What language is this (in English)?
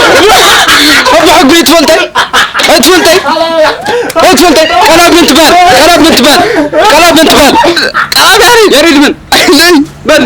Tigrinya